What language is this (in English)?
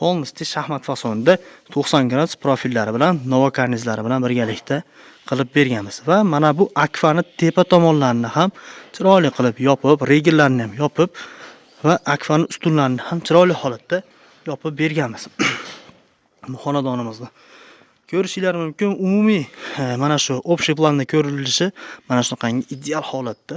Uzbek